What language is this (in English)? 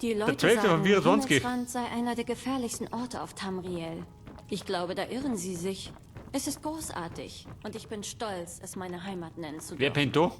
Bavarian